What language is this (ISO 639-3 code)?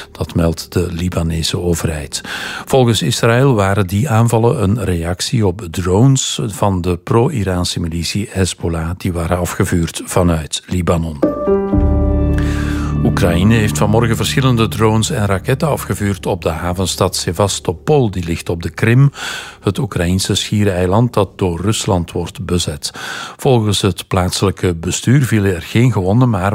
nld